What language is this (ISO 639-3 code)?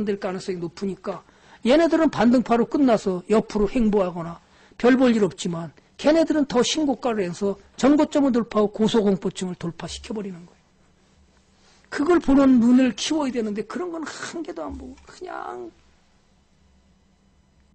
kor